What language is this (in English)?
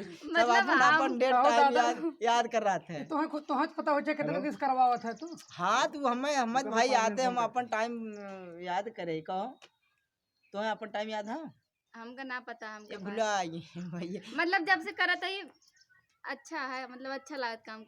Bhojpuri